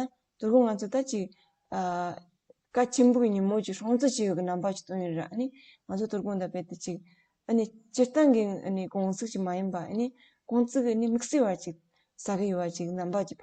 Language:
Tibetan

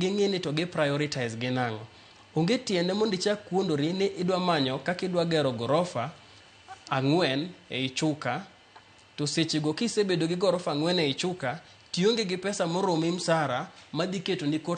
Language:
Luo (Kenya and Tanzania)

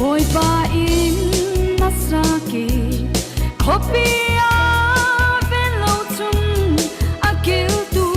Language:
Falam Chin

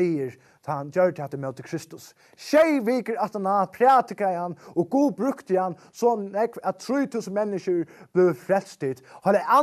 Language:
Faroese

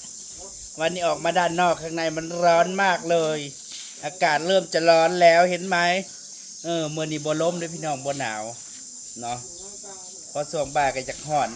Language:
Northeastern Thai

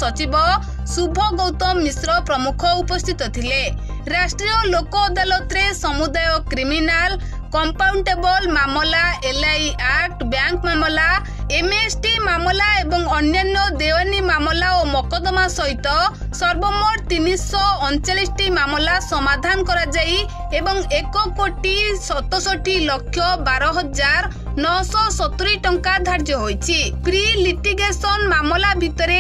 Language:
Odia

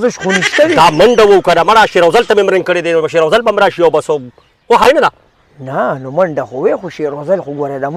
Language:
Pashto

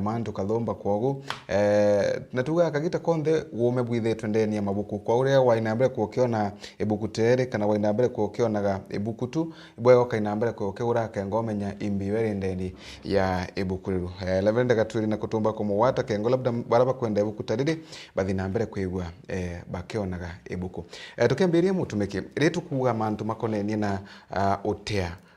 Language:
Meru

